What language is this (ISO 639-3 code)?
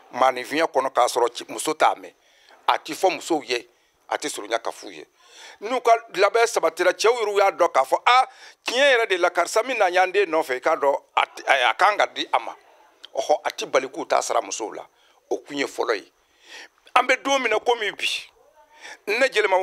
bam